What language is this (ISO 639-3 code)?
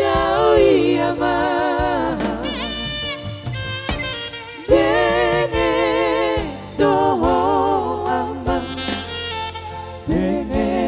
bbc